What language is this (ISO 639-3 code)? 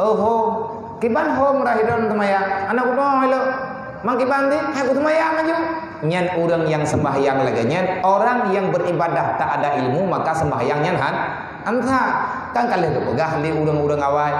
ace